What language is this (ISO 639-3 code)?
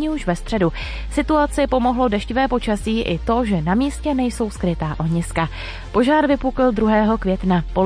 ces